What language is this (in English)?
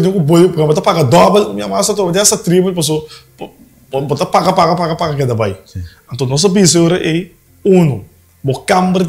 Papiamento